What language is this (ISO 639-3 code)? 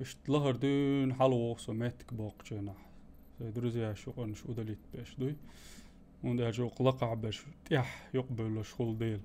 che